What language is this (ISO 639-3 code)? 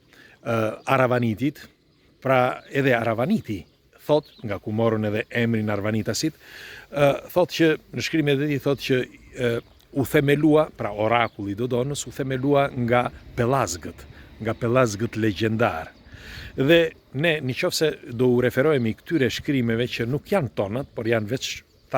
sqi